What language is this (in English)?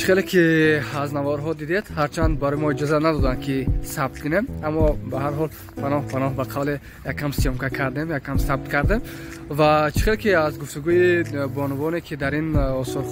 Tajik